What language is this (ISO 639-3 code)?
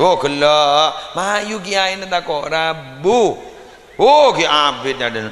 mad